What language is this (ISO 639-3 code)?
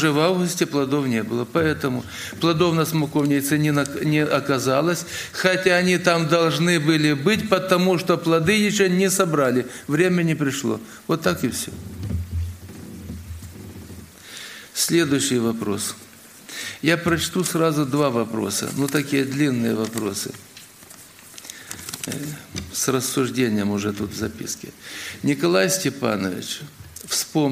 rus